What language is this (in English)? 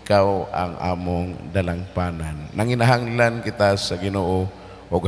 Cebuano